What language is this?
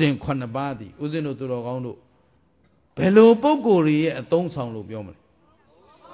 Burmese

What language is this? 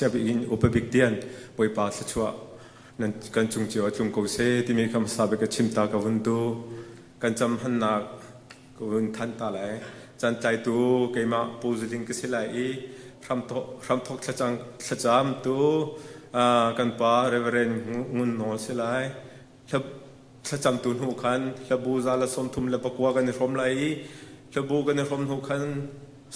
Hakha Chin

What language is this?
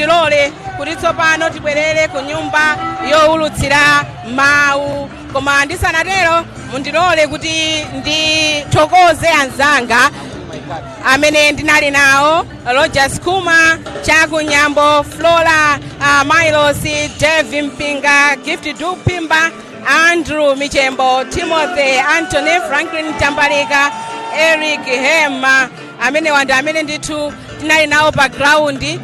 Nyanja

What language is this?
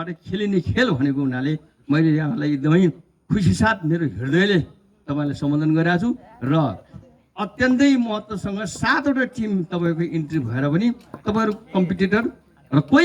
Nepali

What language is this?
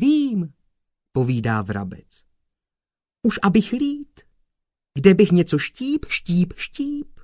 Czech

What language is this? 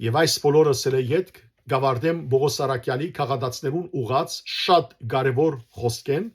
Western Armenian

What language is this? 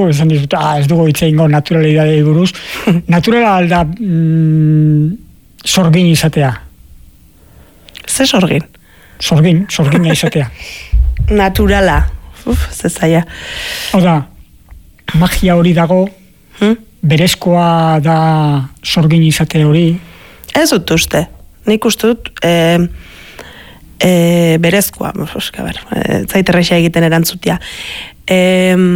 Basque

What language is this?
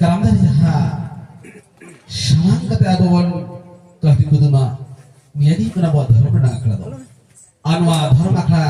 Santali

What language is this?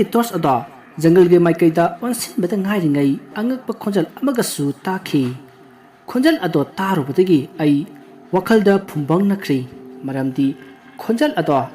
Manipuri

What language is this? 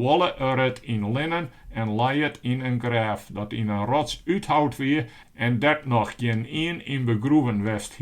Western Frisian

